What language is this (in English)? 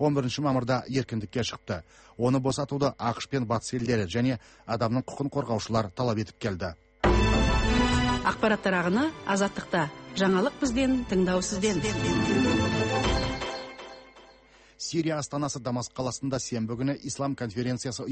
Kazakh